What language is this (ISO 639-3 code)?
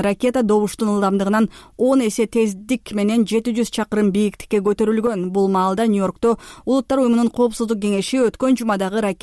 kir